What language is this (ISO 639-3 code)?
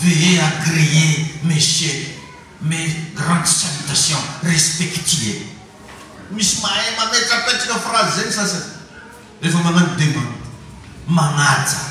mlg